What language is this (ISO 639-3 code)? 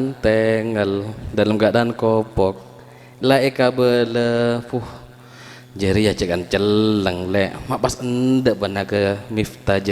mad